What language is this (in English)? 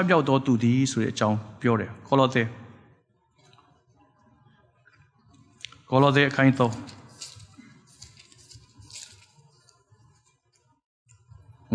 Burmese